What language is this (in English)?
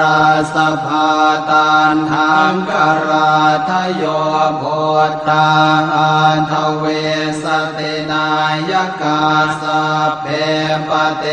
Pali